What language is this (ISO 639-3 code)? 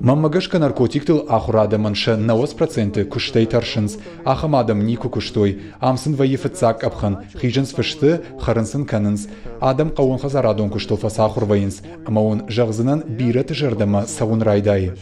oss